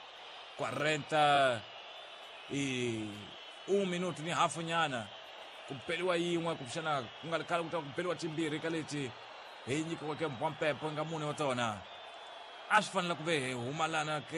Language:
Tsonga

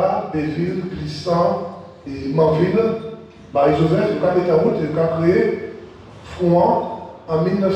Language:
Guadeloupean Creole French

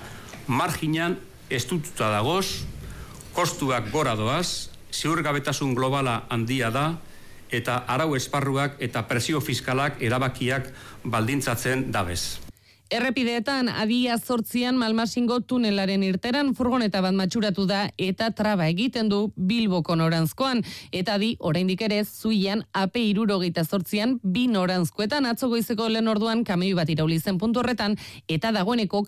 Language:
Basque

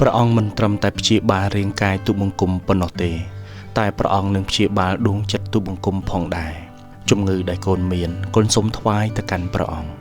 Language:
Khmer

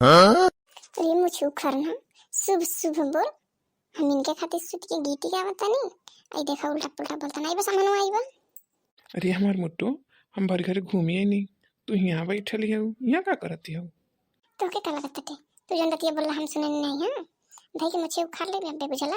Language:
Bhojpuri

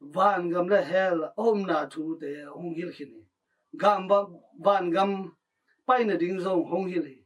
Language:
Tedim Chin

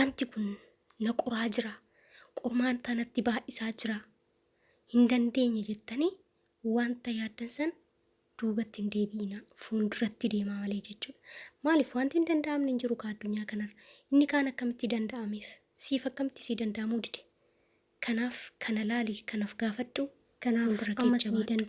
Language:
Oromo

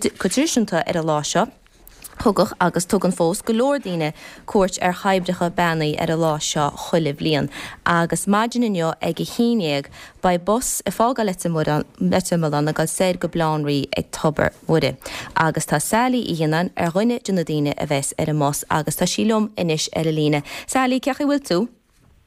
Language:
Irish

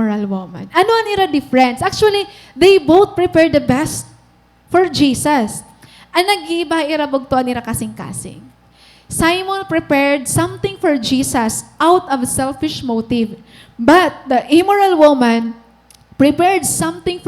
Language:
Waray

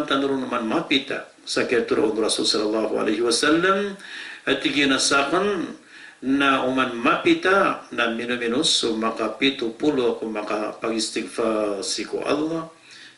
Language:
Maranao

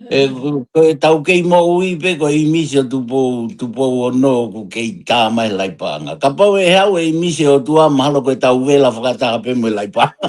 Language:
Tongan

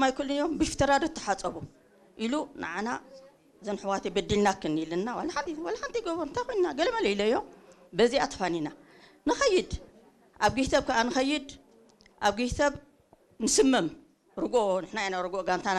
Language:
Tigrinya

